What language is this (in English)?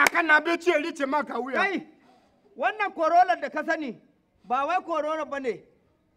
Hausa